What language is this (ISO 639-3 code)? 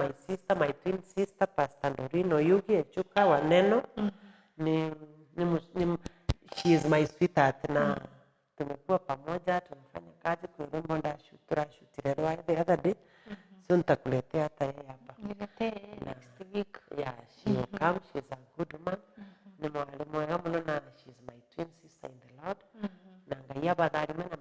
mer